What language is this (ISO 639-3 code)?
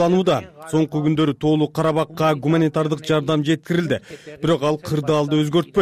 kir